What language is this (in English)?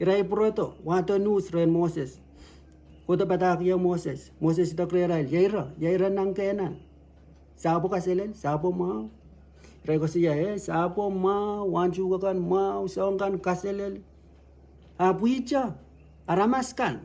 Pohnpeian